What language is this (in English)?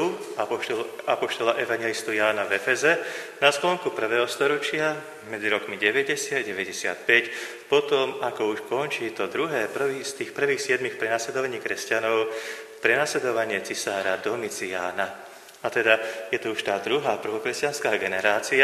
Slovak